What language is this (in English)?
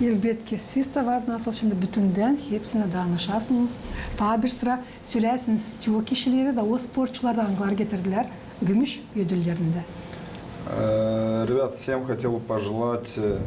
Gagauz